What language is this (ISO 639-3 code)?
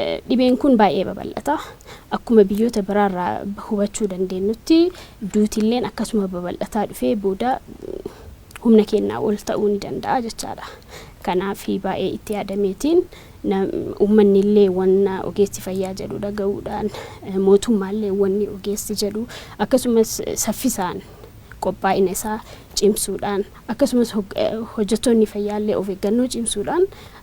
orm